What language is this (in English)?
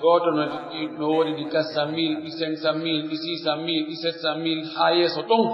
Pular